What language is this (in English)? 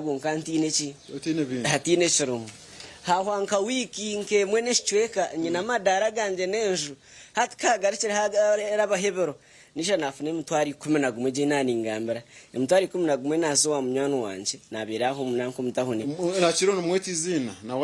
Nyankole